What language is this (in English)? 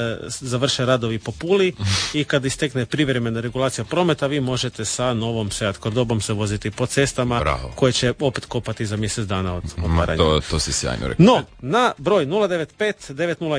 Croatian